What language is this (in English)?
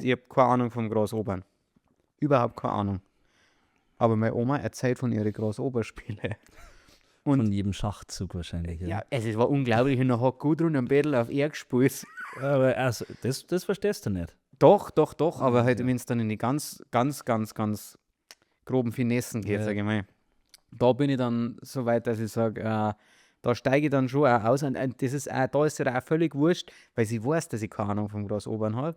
Bavarian